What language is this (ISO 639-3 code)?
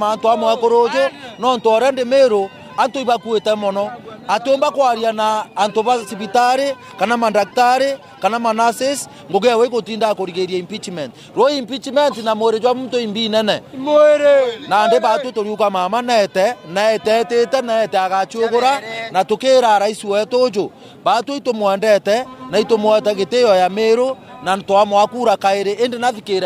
mer